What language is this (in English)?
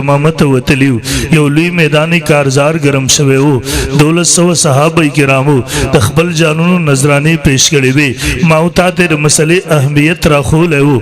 Pashto